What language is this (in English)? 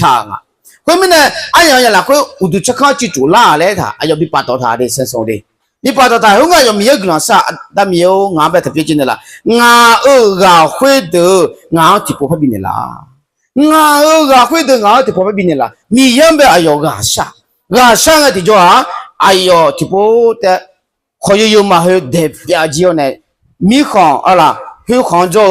Akha